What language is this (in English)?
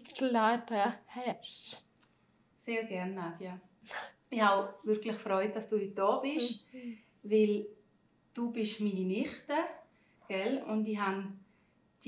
Swiss German